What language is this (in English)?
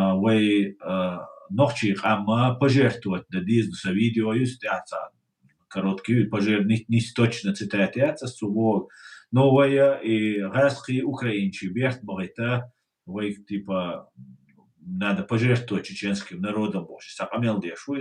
Chechen